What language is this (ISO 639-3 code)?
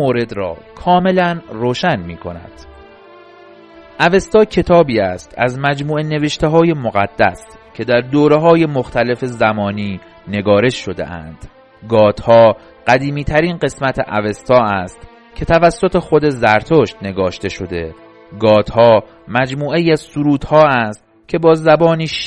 fas